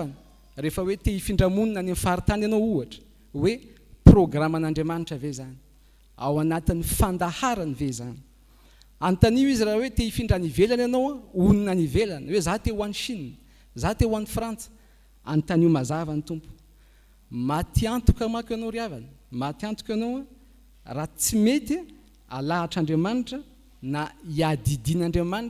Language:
Malagasy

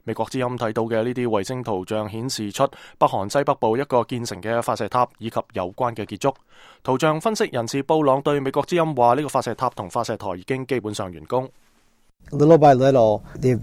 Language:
Cantonese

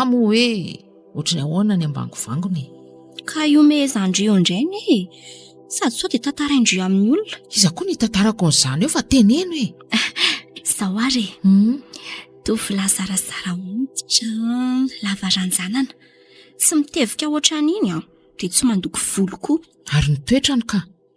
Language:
Malagasy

